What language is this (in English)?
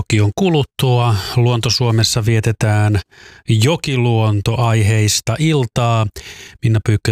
Finnish